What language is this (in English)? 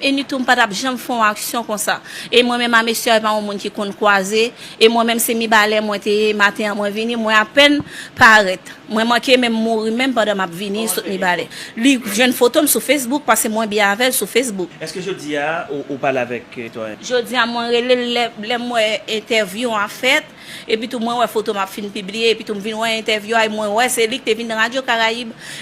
Haitian Creole